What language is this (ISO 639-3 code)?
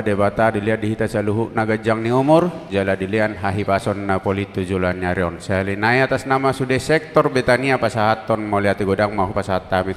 bbc